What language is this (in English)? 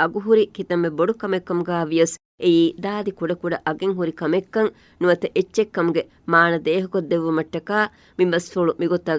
Divehi